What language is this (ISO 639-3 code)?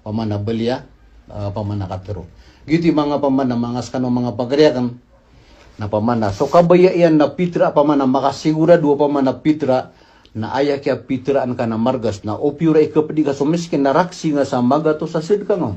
mrw